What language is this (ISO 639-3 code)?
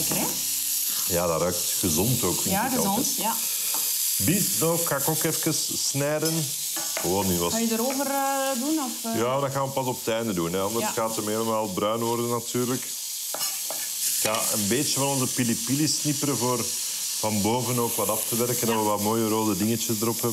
nld